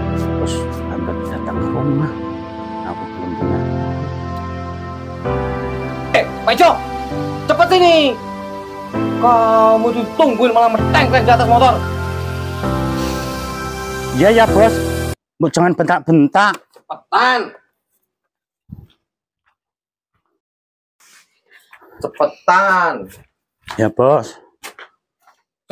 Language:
Indonesian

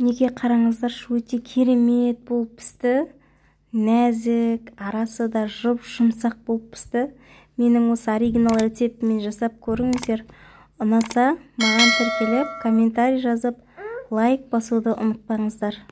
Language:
Kazakh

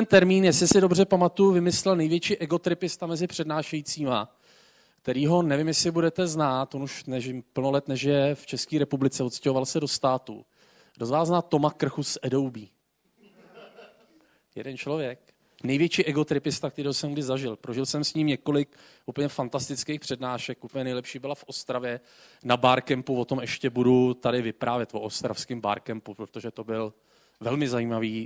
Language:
Czech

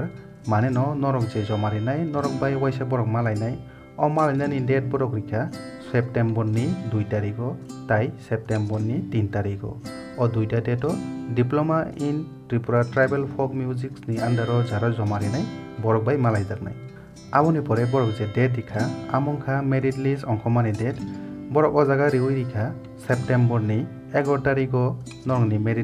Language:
Kok Borok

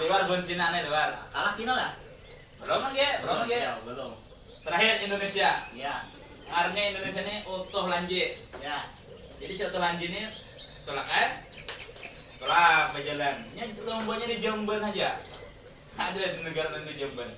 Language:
Banjar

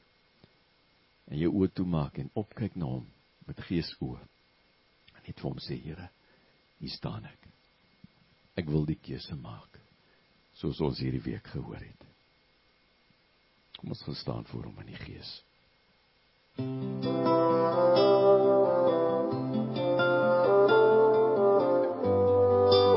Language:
Afrikaans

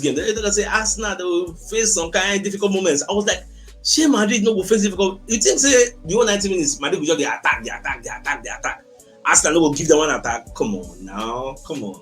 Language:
Nigerian Pidgin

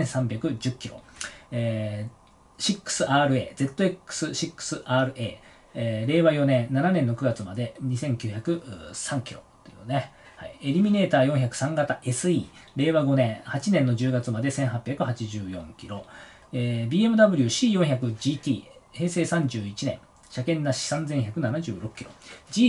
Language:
Japanese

